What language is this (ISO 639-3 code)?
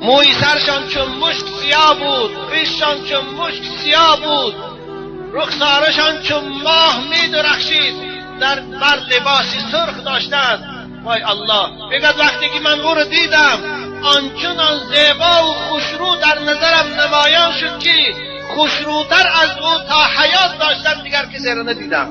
tgk